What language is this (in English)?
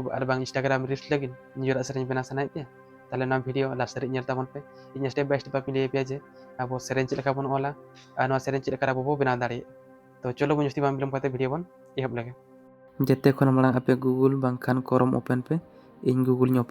Santali